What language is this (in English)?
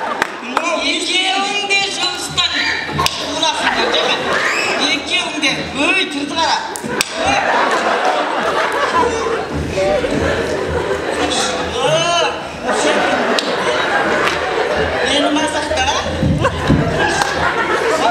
Kazakh